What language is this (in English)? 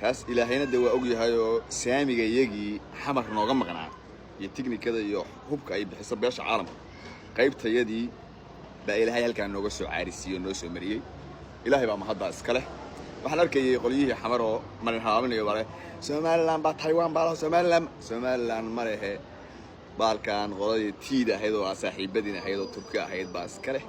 Somali